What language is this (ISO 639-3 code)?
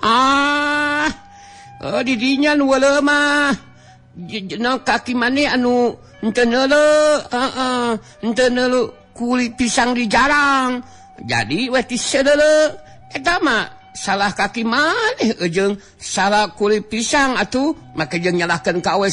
sun